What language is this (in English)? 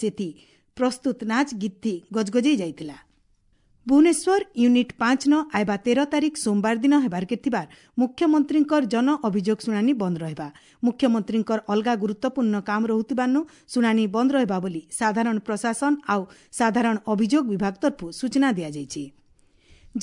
Odia